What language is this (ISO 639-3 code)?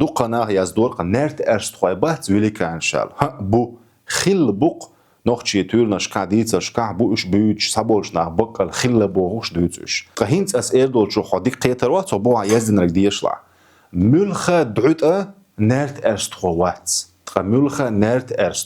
che